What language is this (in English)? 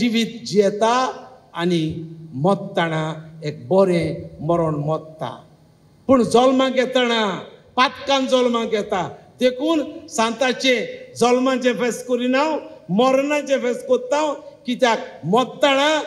Konkani